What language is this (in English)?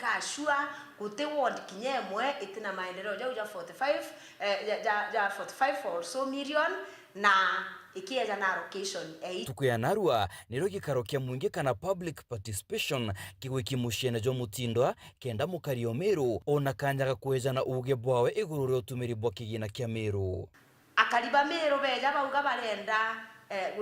Meru